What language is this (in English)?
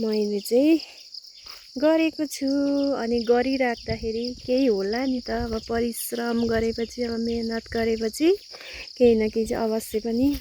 Nepali